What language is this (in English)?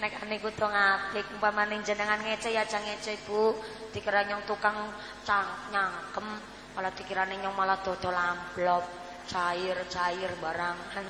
Javanese